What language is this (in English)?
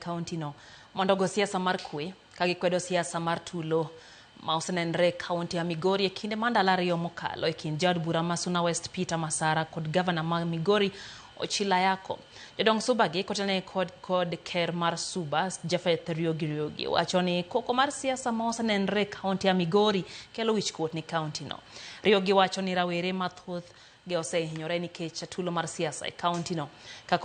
Luo (Kenya and Tanzania)